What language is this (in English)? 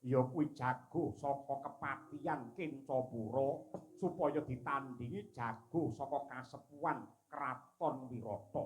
Javanese